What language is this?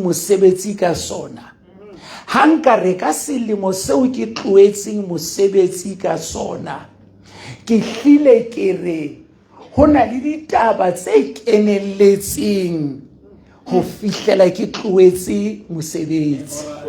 Southern Sotho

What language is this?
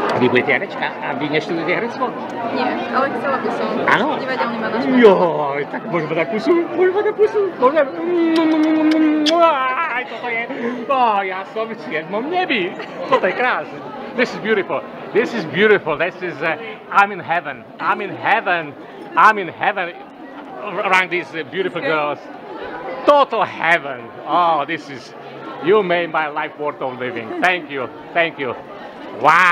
Slovak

